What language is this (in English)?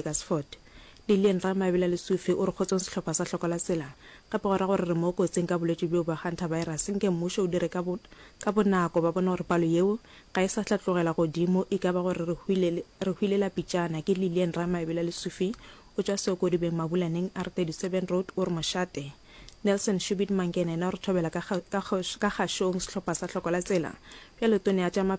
Northern Sotho